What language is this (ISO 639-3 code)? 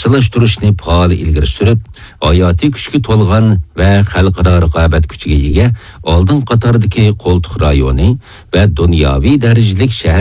uig